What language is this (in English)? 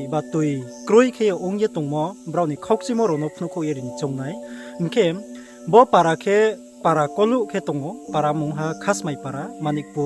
Riang (India)